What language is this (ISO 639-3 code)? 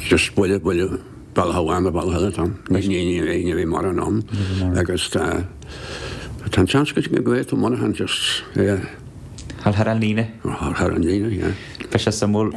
gle